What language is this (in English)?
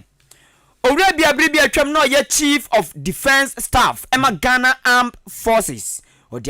Akan